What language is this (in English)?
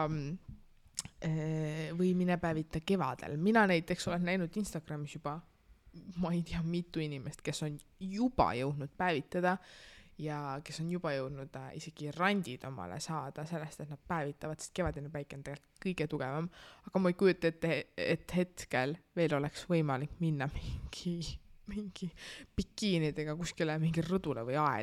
Estonian